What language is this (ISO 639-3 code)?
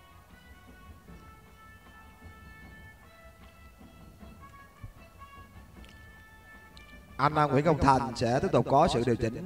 vie